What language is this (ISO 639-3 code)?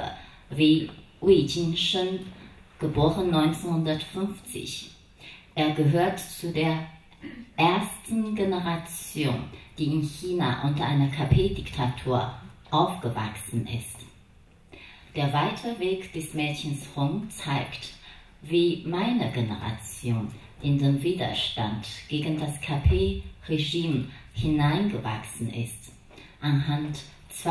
deu